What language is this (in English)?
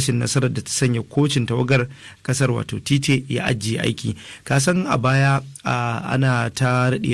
Hausa